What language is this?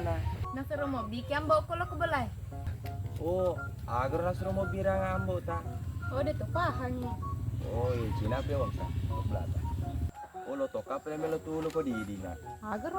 Buginese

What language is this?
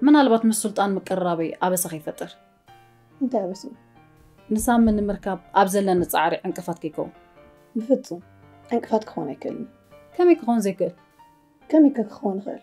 Tigrinya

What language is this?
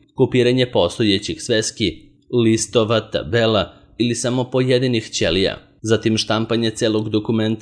Serbian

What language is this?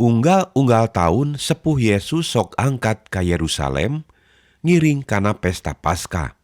Sundanese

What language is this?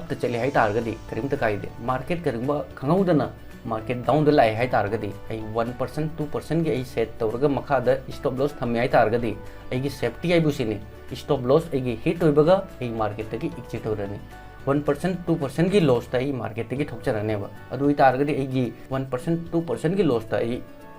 Manipuri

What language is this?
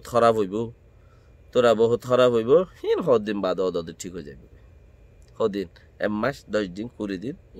Rohingya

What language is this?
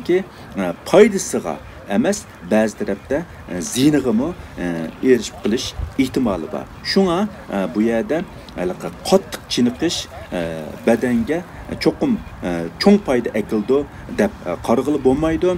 Uyghur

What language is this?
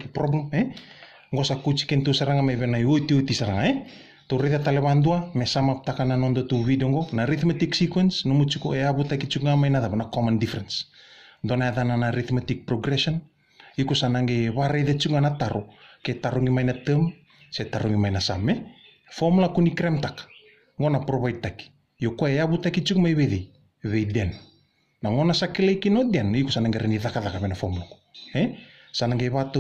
Fijian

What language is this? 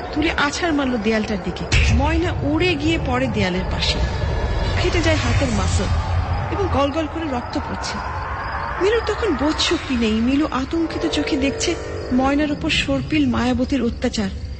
Bangla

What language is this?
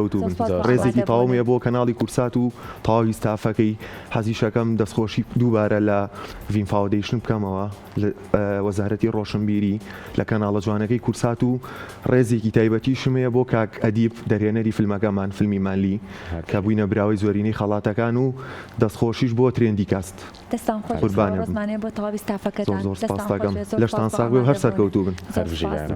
Central Kurdish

